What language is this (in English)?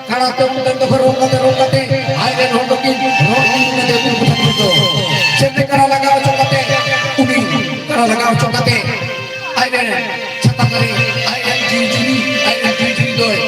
Santali